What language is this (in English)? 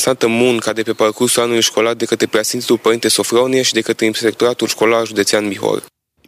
Romanian